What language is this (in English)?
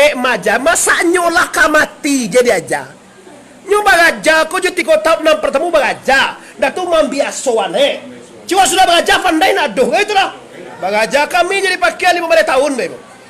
Minangkabau